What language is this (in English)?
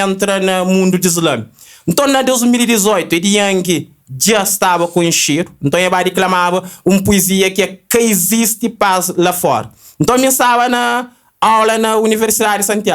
Kabuverdianu